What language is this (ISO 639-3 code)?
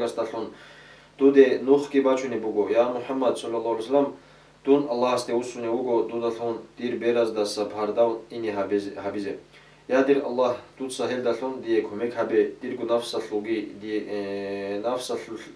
ava